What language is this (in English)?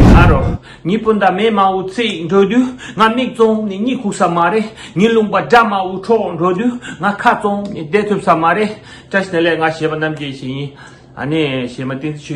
Tibetan